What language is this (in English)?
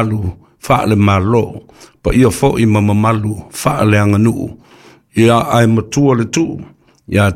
Samoan